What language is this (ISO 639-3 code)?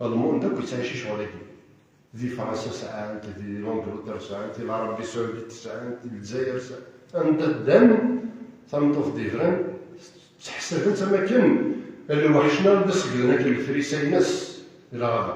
kab